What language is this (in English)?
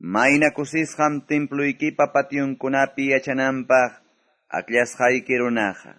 Quechua